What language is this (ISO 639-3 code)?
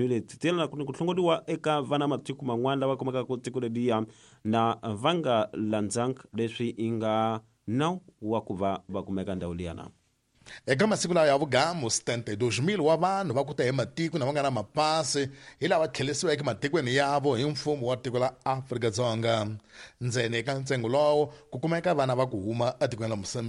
tso